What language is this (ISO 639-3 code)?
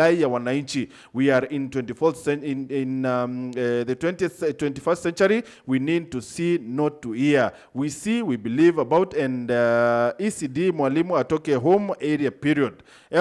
mer